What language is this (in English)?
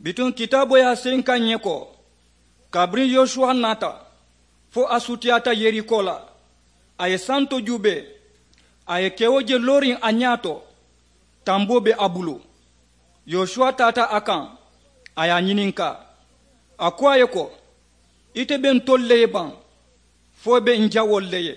Mandingo